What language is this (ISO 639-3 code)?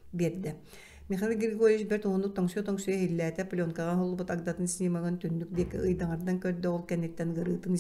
sah